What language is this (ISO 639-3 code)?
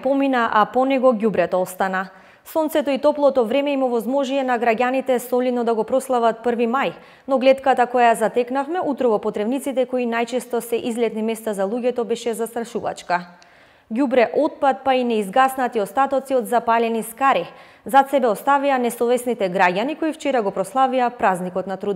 mkd